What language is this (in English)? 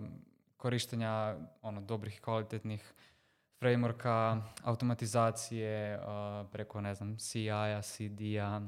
Serbian